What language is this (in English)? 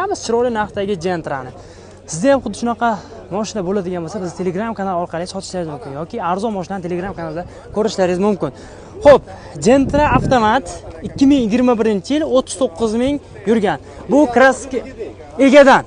Uzbek